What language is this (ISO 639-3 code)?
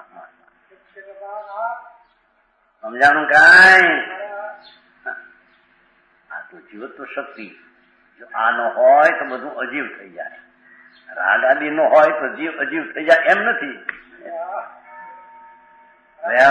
guj